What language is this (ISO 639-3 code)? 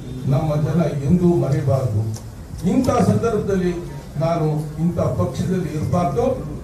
kan